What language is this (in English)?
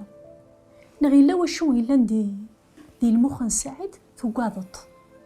Kabyle